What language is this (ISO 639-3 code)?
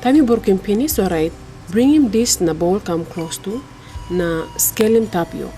tpi